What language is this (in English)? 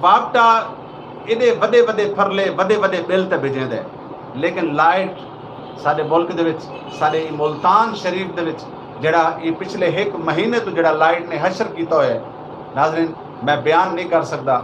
Saraiki